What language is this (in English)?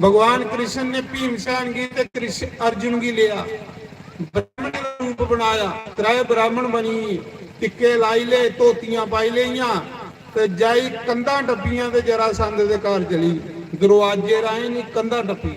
Dogri